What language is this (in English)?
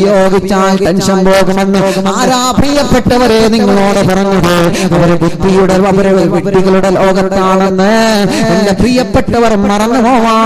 Malayalam